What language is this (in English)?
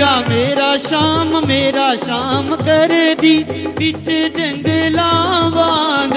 Dogri